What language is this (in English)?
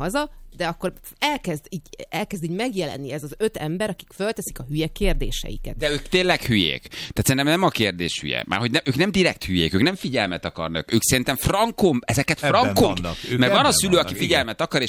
Hungarian